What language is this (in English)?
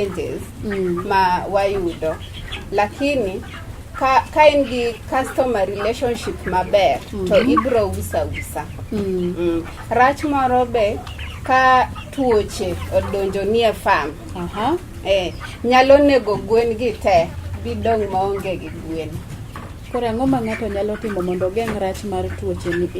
Luo (Kenya and Tanzania)